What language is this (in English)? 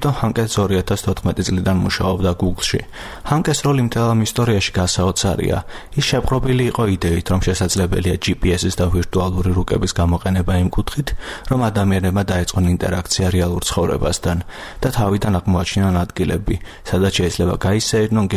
Georgian